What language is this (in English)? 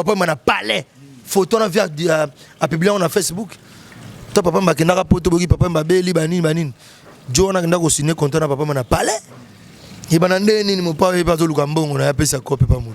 Lingala